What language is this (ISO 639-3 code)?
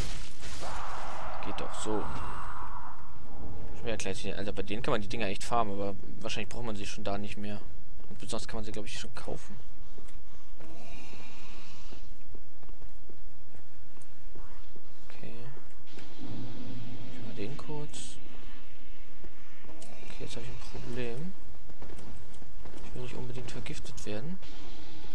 deu